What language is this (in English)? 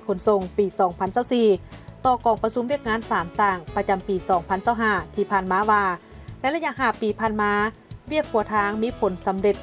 Lao